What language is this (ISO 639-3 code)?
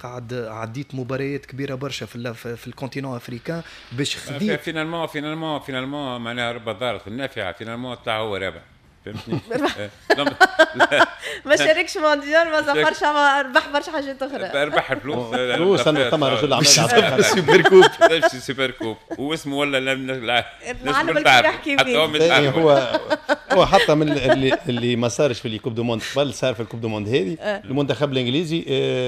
aeb